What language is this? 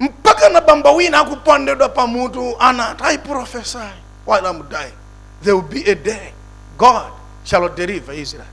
Nyanja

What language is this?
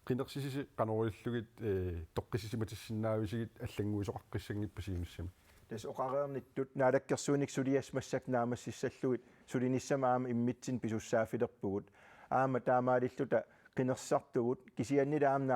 Kalaallisut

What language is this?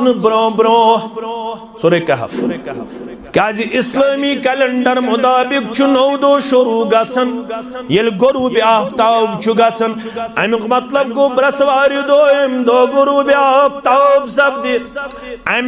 Kashmiri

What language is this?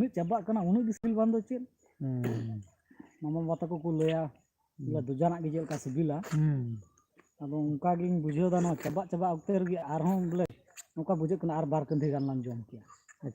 Santali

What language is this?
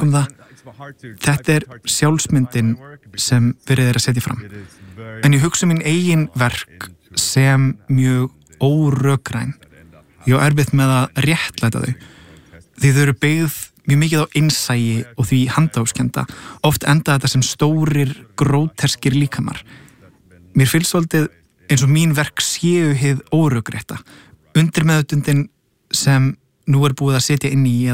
Icelandic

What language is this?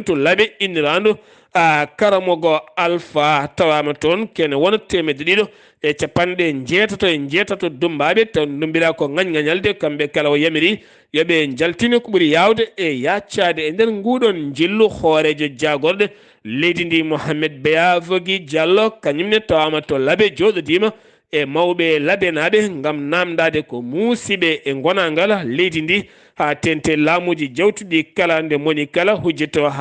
Fula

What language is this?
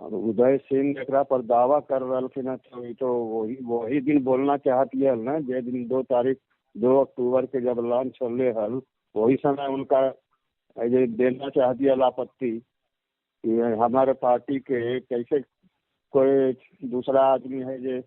Magahi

